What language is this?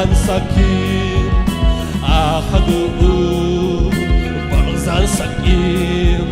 Tedim Chin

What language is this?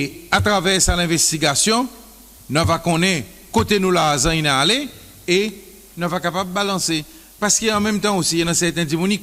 Seselwa Creole French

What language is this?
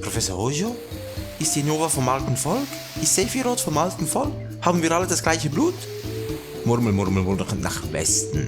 Swiss German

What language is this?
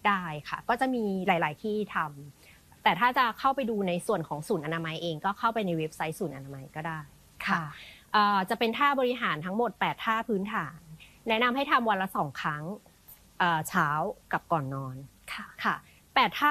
Thai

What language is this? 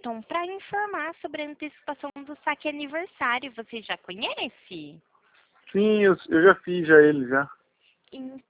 Portuguese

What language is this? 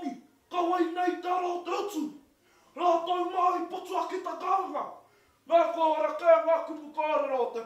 Māori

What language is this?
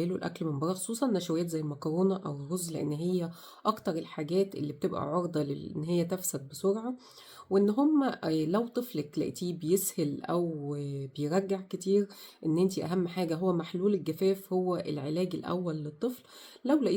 Egyptian Arabic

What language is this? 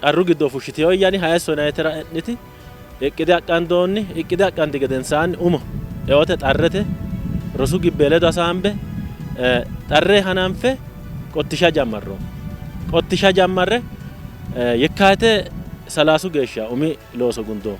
Sidamo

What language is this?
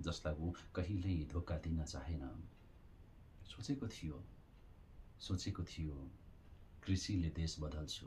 Nepali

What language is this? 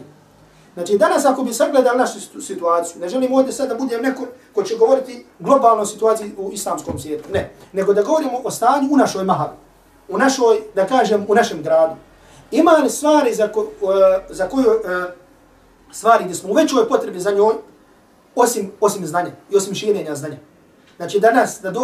Bosnian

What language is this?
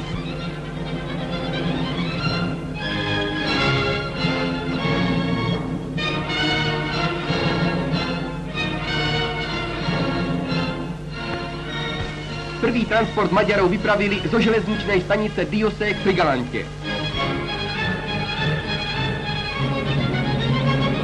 Slovak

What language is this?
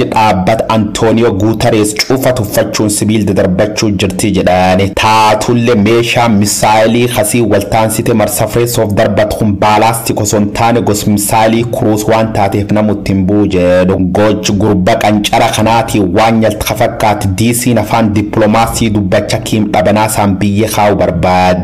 Oromo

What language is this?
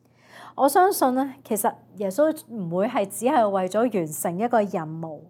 Cantonese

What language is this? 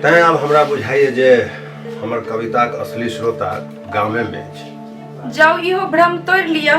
Maithili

